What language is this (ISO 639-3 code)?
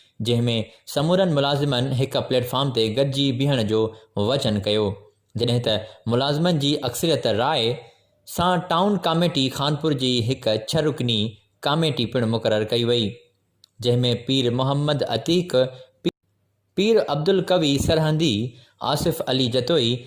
snd